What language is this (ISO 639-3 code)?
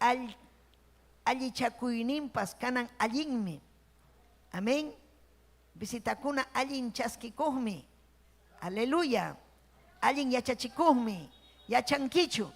quy